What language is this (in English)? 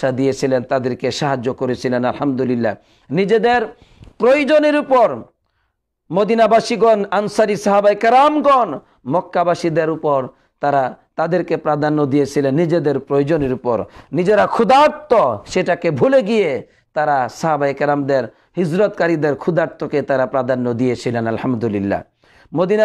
Bangla